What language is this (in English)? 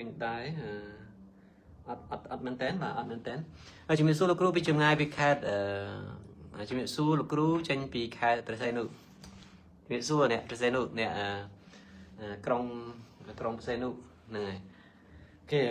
Khmer